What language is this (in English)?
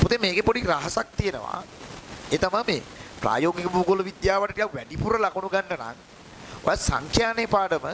Sinhala